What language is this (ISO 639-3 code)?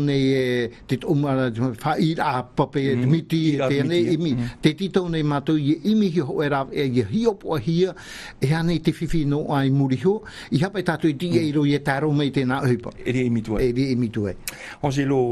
tah